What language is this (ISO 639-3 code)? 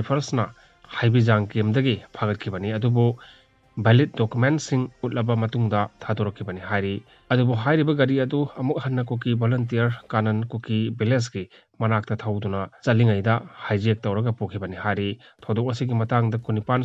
mni